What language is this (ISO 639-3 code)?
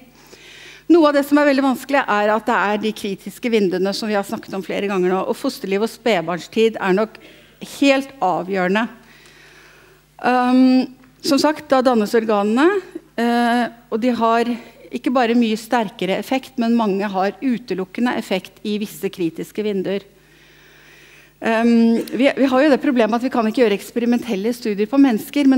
nor